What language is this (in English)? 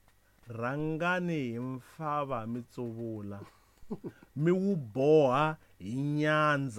Tsonga